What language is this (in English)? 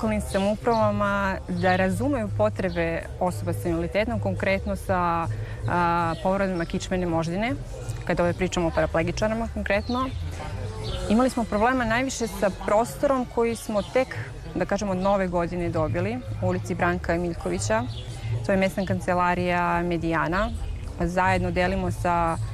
Serbian